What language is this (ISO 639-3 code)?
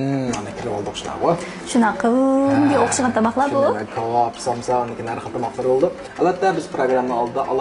uig